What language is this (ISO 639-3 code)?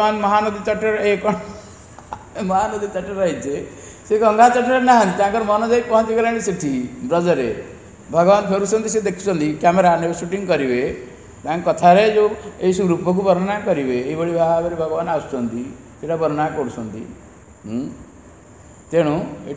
ori